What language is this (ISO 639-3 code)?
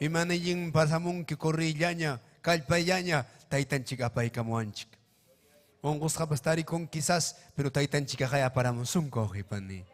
quy